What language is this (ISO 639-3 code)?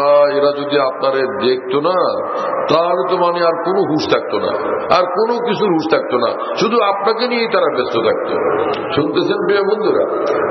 ben